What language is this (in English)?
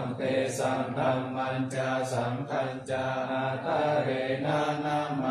Pali